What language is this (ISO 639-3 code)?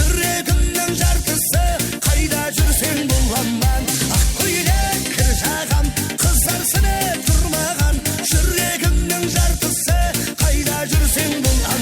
kaa